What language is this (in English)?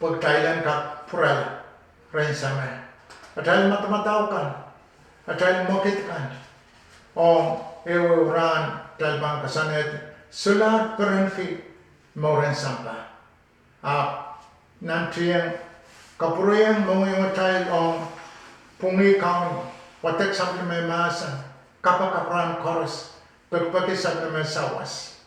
Pohnpeian